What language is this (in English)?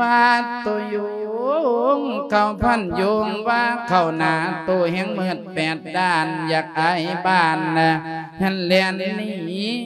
Lao